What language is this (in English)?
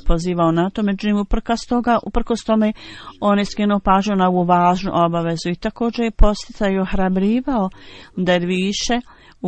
Bosnian